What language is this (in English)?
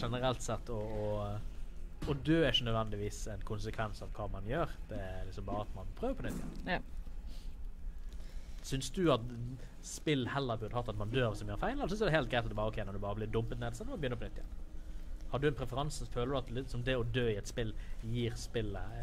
Norwegian